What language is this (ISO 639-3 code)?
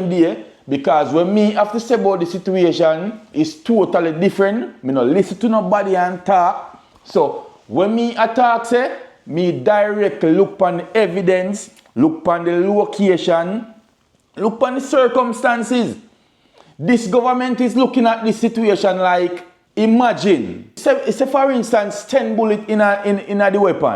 jam